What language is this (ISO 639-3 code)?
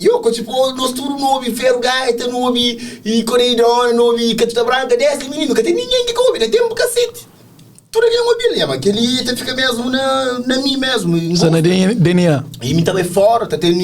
kea